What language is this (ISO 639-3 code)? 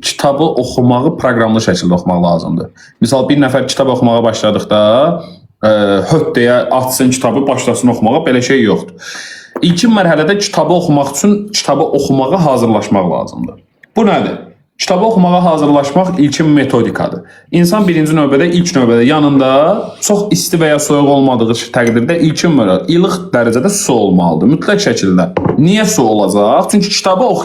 aze